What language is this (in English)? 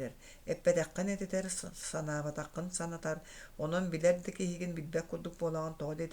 Yakut